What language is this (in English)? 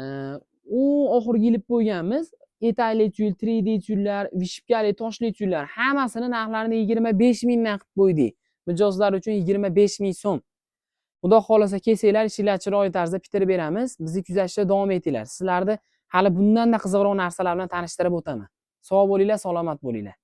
Uzbek